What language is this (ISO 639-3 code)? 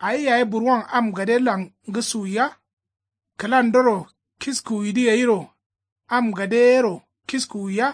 kau